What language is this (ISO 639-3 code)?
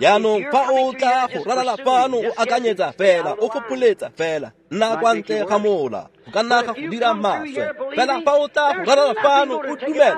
tsn